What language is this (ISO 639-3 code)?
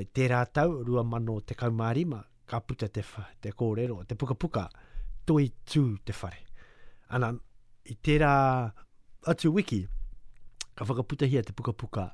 mri